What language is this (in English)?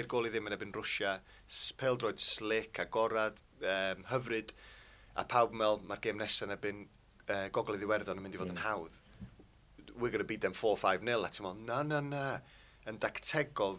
Welsh